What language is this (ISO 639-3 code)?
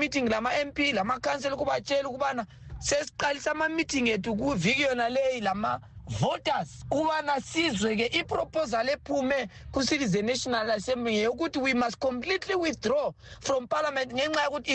nde